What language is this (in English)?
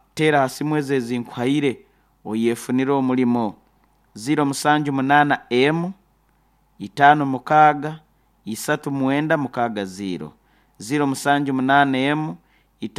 Nyoro